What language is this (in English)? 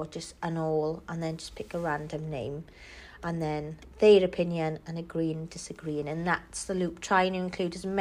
English